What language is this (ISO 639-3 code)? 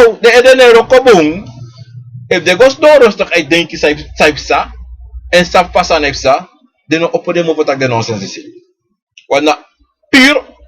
srn